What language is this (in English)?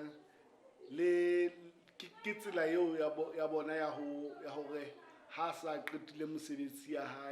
Southern Sotho